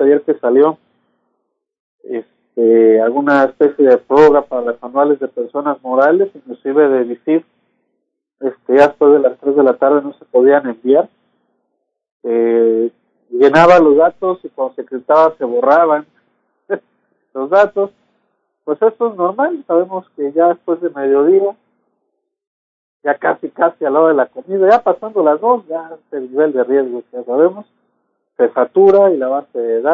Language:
Spanish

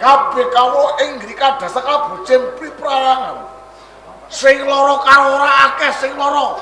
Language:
Javanese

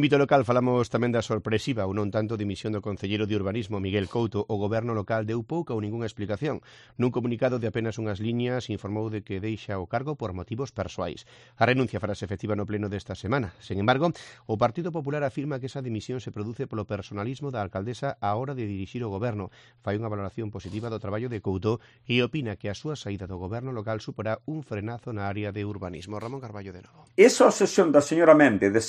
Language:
Galician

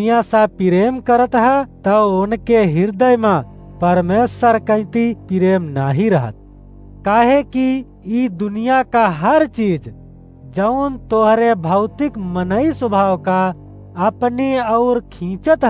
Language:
Awadhi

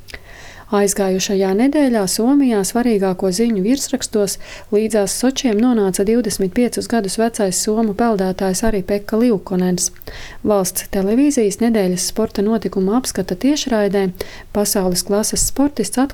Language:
Latvian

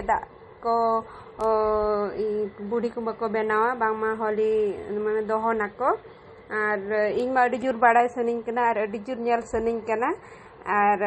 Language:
Santali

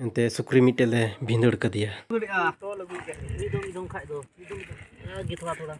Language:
Santali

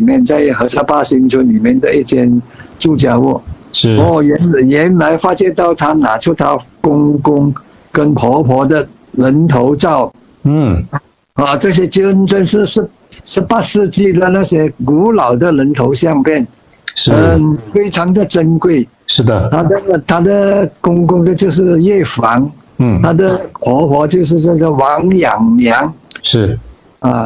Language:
Chinese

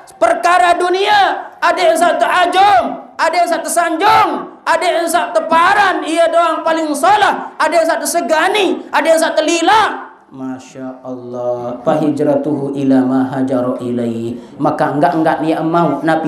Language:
Sasak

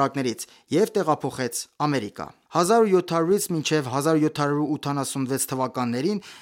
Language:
Armenian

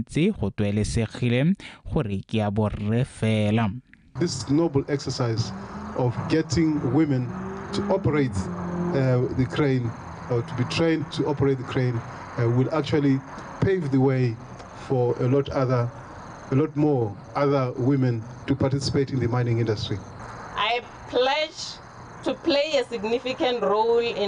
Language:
Tswana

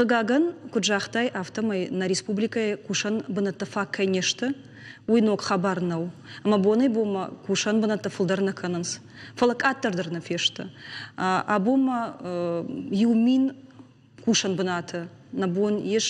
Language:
Ossetic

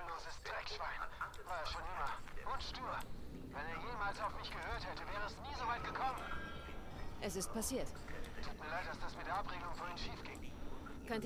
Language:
Bavarian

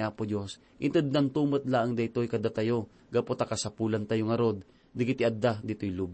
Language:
Iloko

